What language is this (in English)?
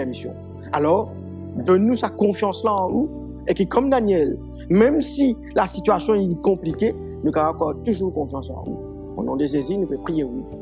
Morisyen